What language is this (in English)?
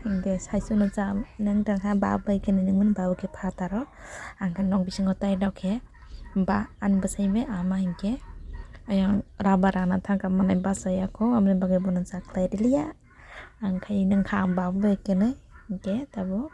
Kok Borok